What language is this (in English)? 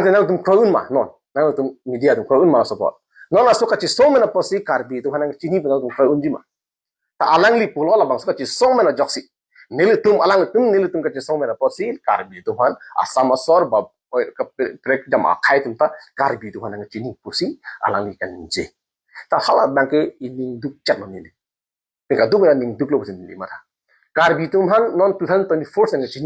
Karbi